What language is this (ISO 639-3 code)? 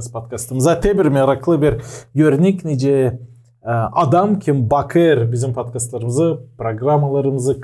gag